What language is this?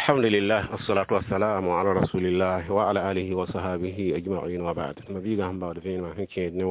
Mossi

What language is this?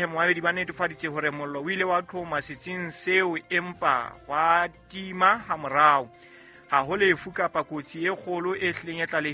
Southern Sotho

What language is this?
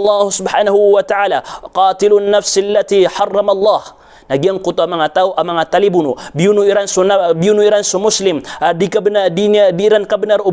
Maranao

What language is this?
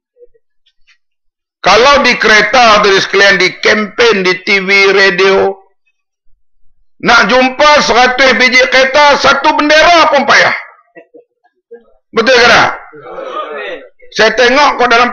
Malay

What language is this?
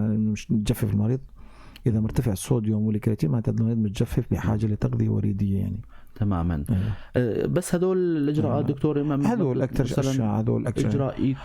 North Levantine Arabic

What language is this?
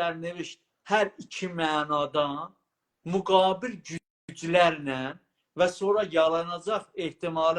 South Azerbaijani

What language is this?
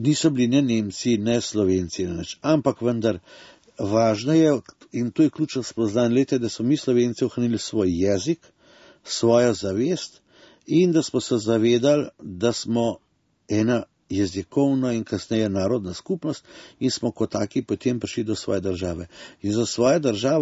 Slovenian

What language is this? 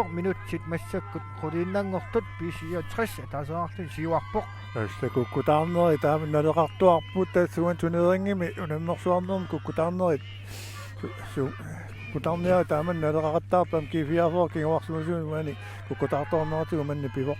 Kalaallisut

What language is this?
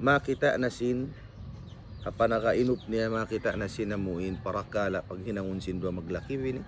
Tausug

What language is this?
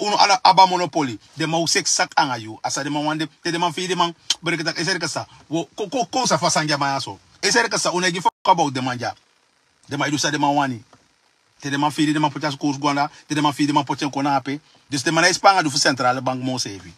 Sranan Tongo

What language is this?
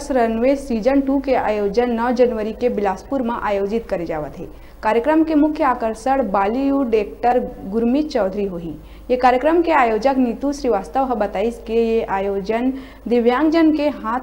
Chhattisgarhi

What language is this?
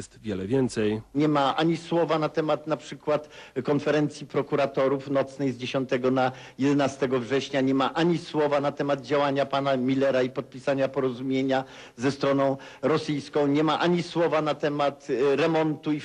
Polish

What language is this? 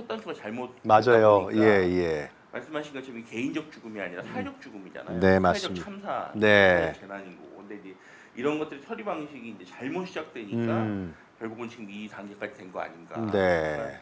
Korean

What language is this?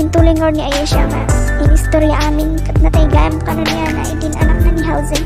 Iloko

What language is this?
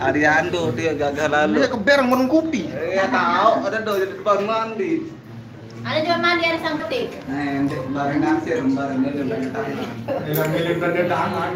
Sasak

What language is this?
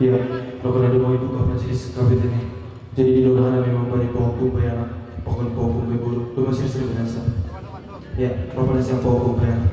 Batak Simalungun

